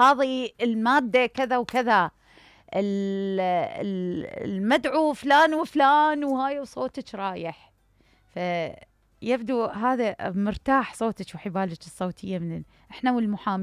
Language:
Mesopotamian Arabic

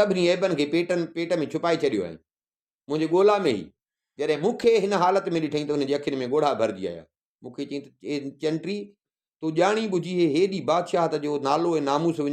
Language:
Sindhi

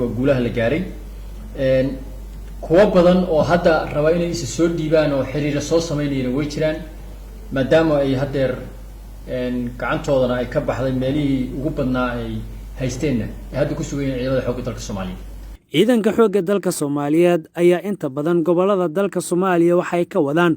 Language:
Somali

